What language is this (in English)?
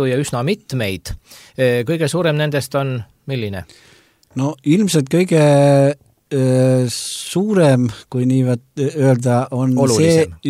Estonian